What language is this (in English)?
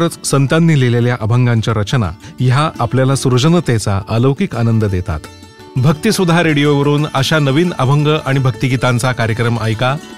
Marathi